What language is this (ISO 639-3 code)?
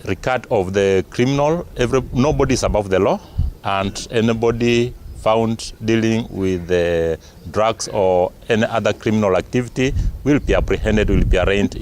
kam